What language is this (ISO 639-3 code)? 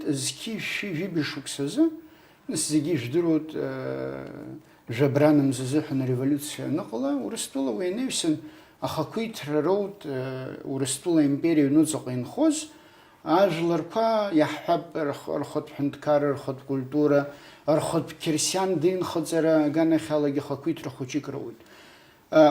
abk